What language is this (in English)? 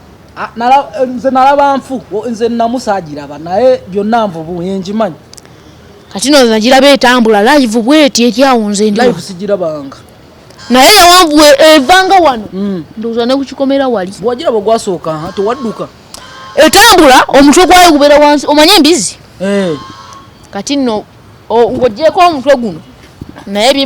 Ganda